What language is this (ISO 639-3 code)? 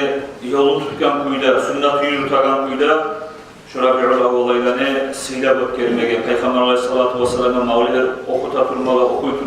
kum